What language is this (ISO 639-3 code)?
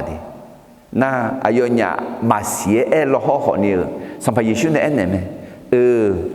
ahk